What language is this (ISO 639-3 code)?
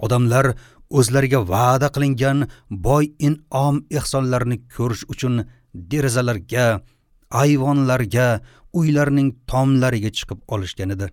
uzb